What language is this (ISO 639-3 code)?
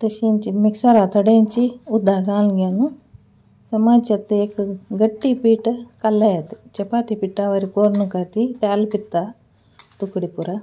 kok